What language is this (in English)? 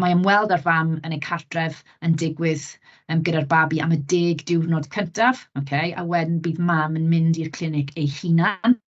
Welsh